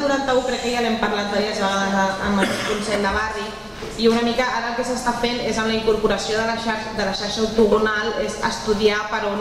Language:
Catalan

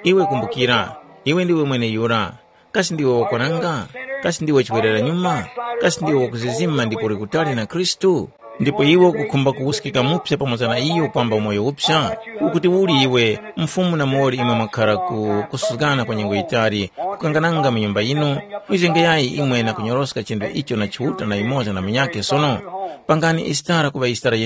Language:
Tumbuka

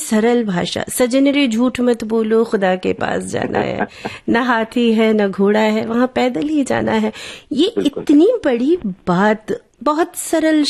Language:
Hindi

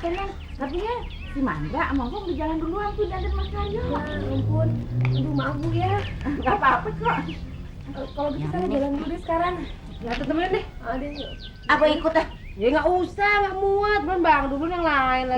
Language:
Betawi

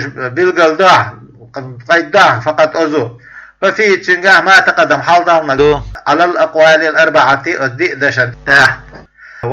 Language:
Chechen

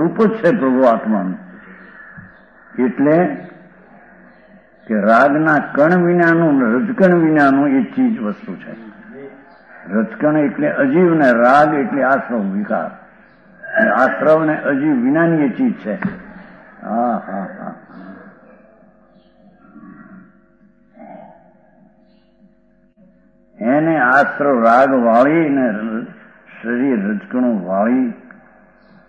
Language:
Gujarati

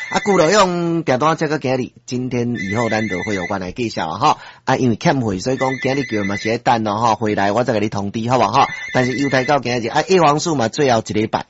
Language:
Min Nan Chinese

